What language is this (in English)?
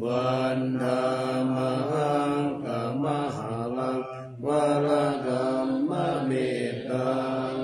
Pali